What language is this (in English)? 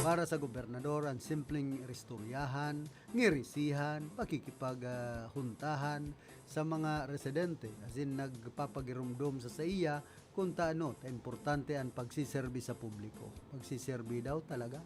Bikol